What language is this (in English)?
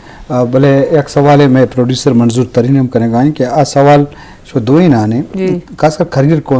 Eastern Balochi